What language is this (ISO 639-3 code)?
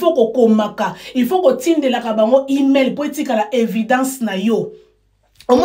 lin